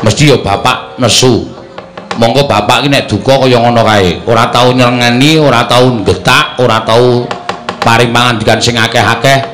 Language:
Javanese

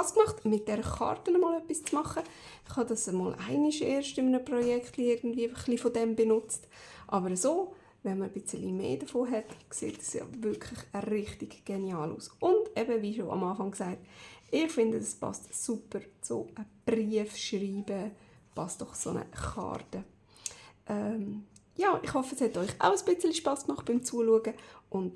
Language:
Swiss German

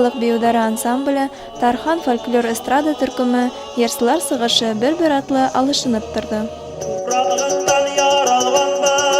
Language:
Bashkir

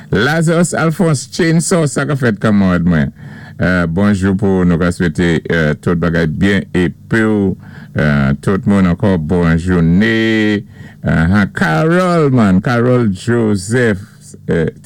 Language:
Saint Lucian Creole French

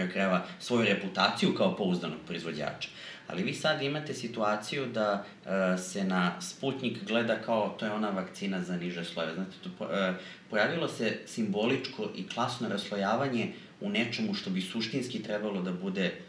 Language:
Serbian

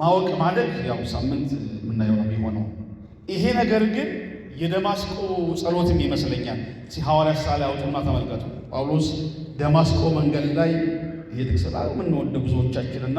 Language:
Amharic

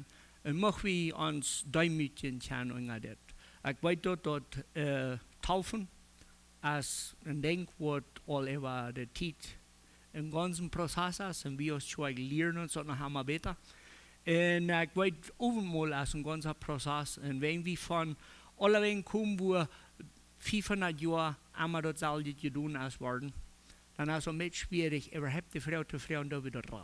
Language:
Plautdietsch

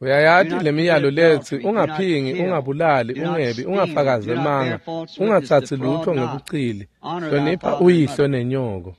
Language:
Swati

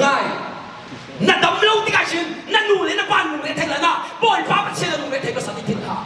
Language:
Hakha Chin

